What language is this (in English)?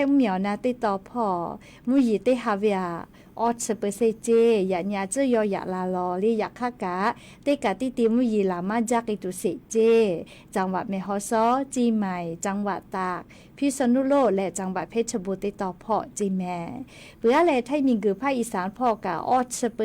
Lahu